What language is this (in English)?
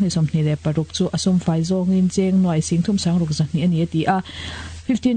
Mizo